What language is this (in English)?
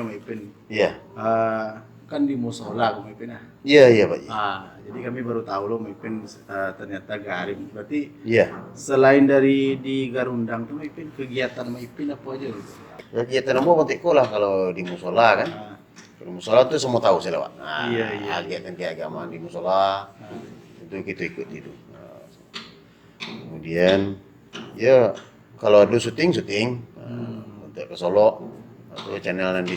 Minangkabau